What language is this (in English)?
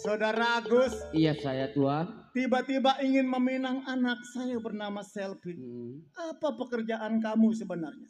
Betawi